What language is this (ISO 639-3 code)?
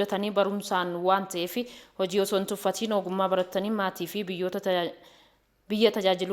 orm